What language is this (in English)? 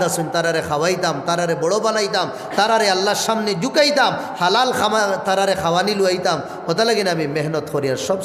Sylheti